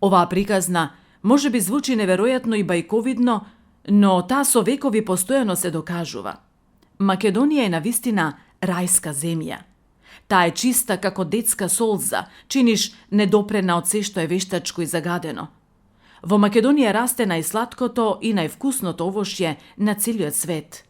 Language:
Macedonian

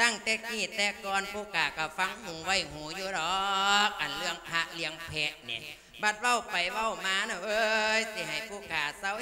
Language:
Lao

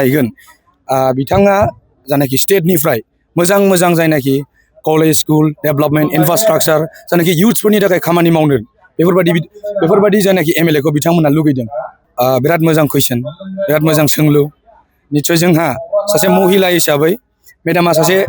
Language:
Bodo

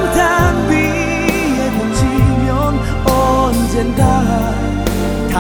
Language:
Korean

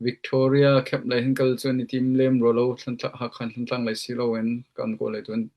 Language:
Hakha Chin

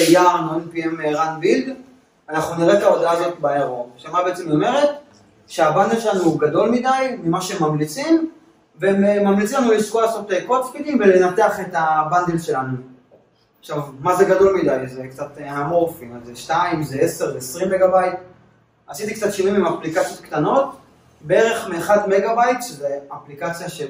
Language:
Hebrew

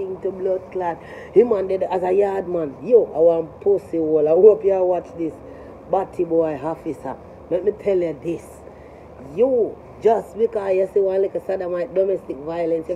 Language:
Jamaican Creole English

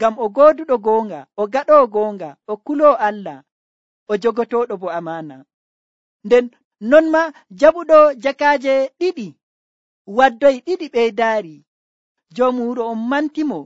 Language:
Nigerian Fulfulde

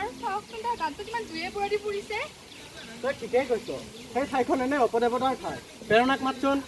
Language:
Assamese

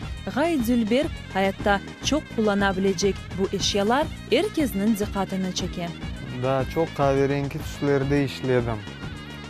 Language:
Crimean Tatar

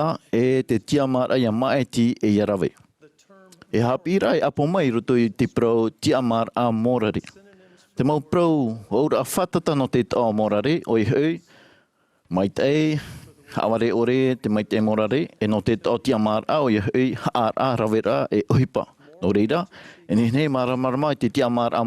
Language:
Tahitian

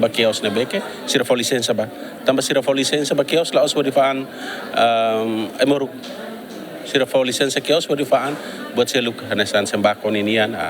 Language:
Tetum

